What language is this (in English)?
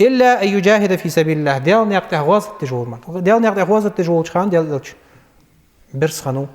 Ingush